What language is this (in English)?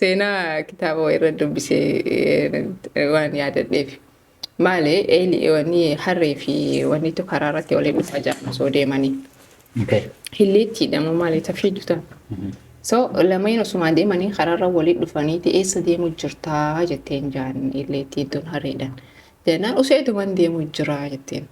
Oromo